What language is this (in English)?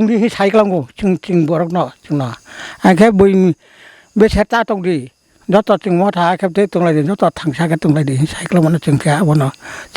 Kok Borok